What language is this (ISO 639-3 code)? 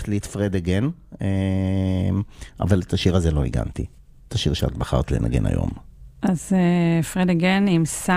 heb